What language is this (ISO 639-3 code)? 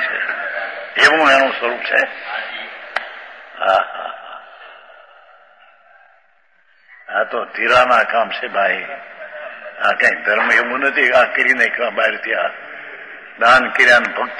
guj